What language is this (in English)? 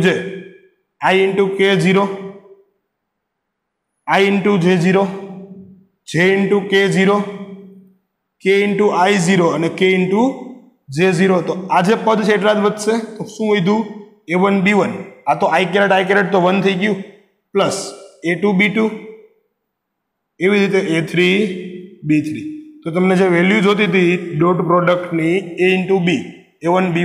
Gujarati